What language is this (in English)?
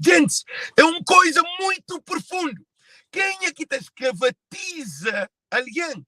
Kabuverdianu